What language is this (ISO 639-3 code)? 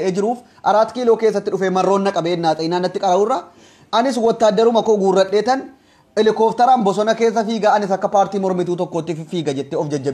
orm